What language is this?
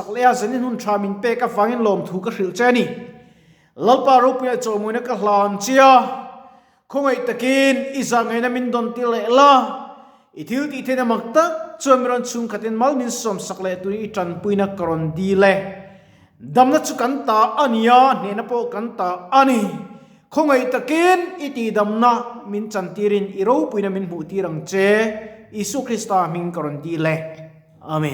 Mizo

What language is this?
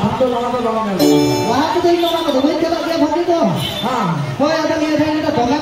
Santali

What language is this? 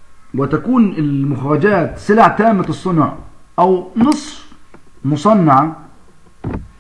Arabic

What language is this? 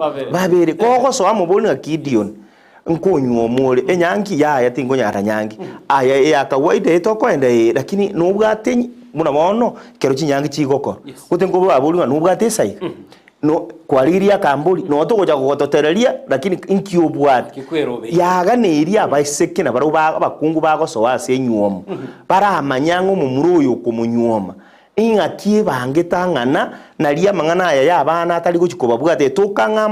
Gusii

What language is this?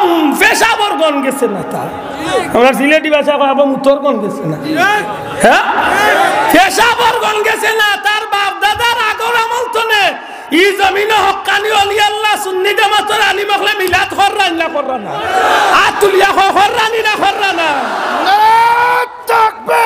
Sylheti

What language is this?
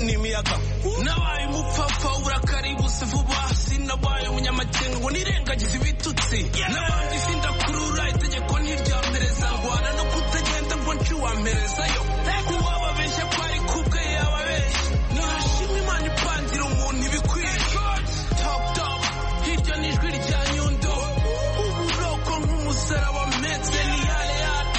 Kinyarwanda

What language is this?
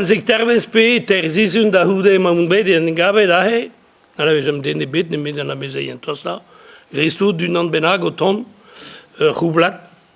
Breton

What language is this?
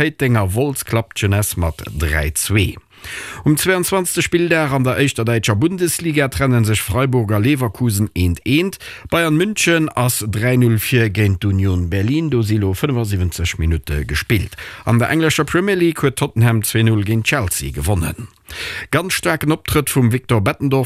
Luxembourgish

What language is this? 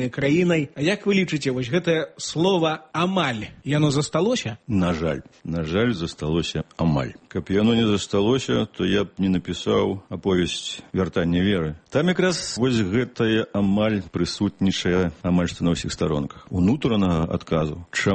Belarusian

